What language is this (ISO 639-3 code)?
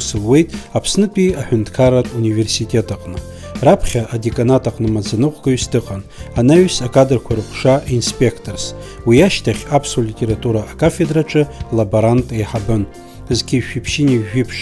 abk